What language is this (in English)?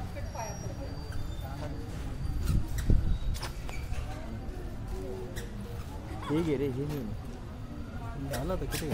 Marathi